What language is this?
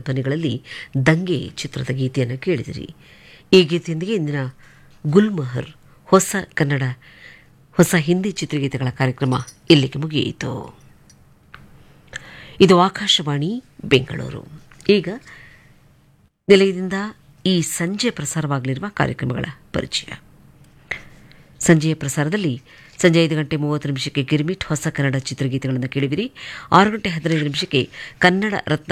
Kannada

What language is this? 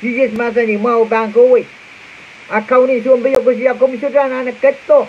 Pohnpeian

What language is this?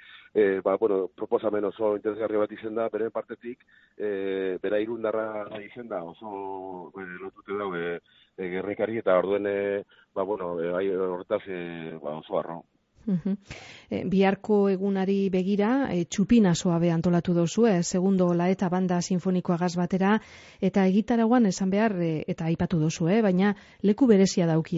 Basque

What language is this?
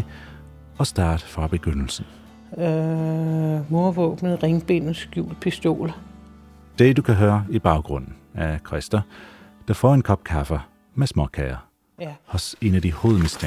Danish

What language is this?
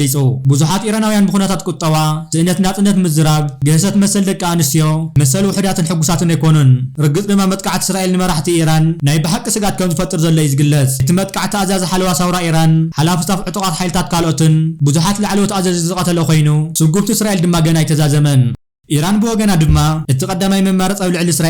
Tigrinya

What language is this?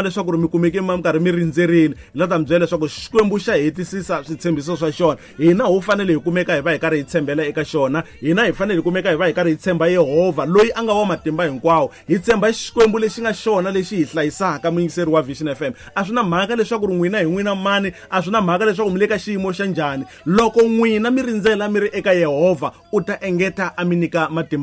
Tsonga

